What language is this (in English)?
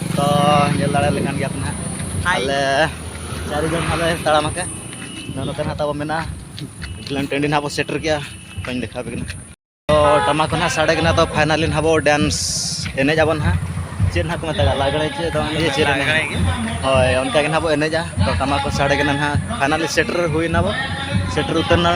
Santali